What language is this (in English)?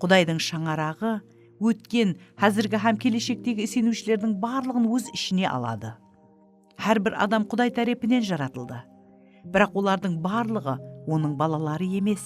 Kara-Kalpak